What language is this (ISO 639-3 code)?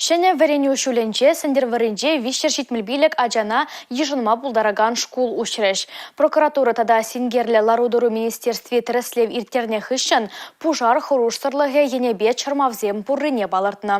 chv